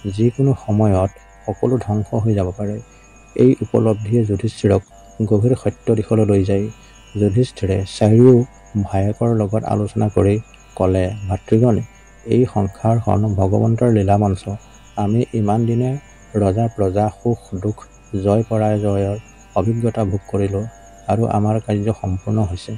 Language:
Assamese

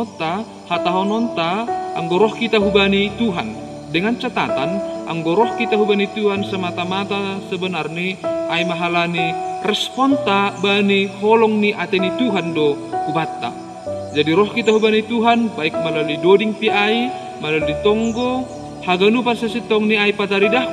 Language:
Batak Simalungun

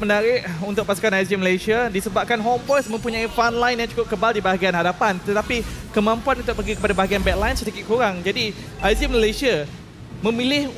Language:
Malay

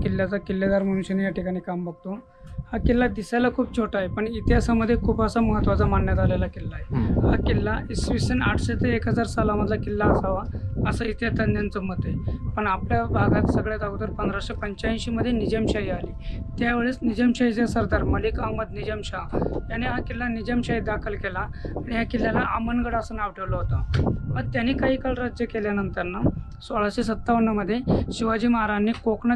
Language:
Marathi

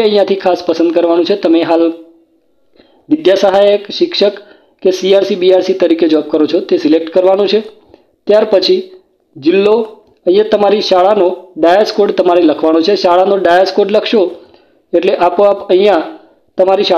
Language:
Gujarati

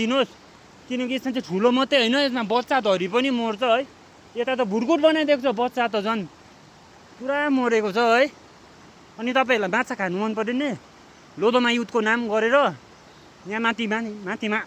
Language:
Nepali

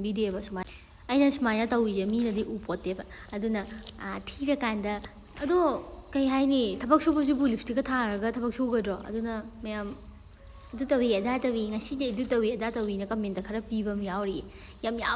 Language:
Manipuri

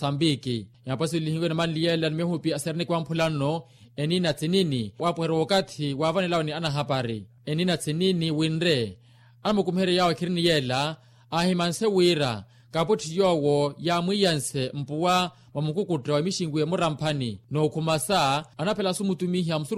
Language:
Makhuwa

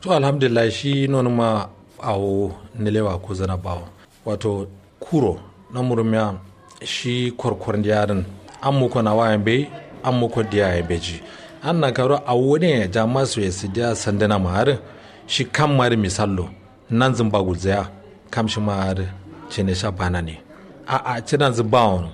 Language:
Kanuri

